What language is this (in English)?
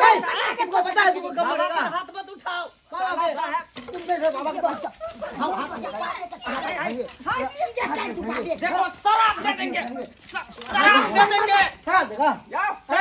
Hindi